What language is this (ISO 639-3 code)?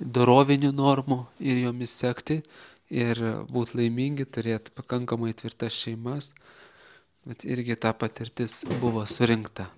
lit